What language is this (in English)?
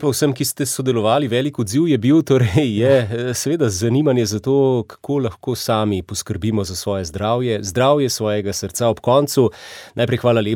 Slovenian